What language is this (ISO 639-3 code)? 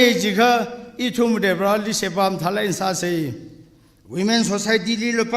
nmf